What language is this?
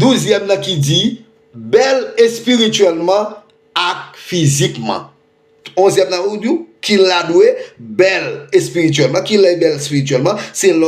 Haitian Creole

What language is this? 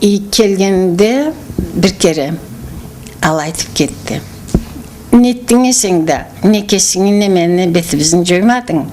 Karachay-Balkar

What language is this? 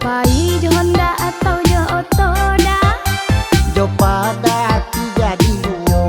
Minangkabau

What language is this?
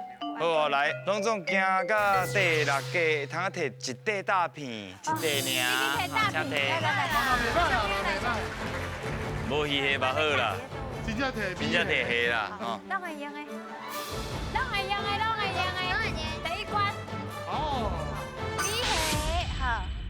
Min Nan Chinese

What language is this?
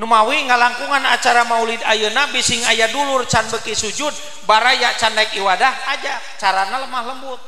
Sundanese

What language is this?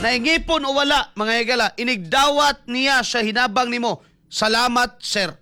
Cebuano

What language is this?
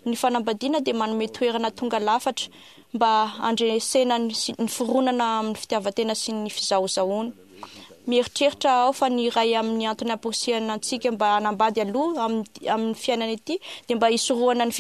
Malagasy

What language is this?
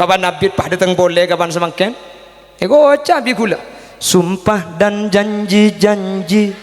Madurese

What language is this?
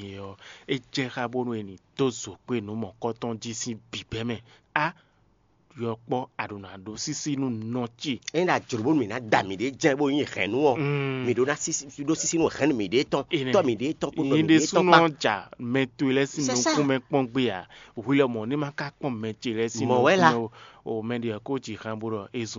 Fon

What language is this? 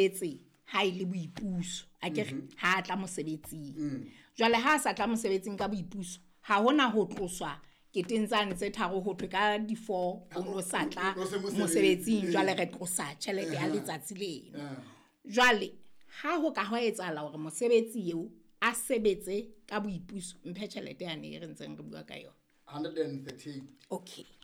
Southern Sotho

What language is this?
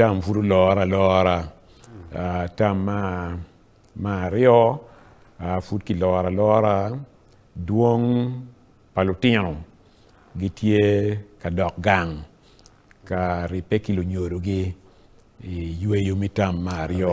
Acoli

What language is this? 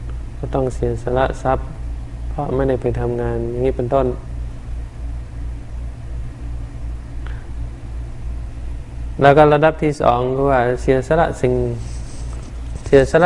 Thai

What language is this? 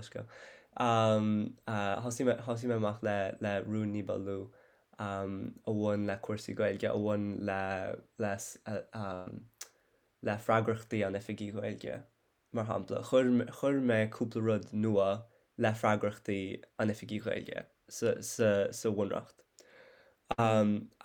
Irish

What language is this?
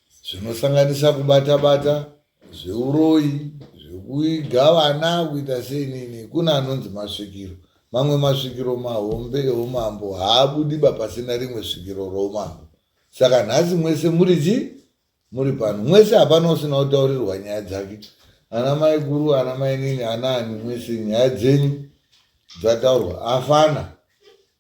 Shona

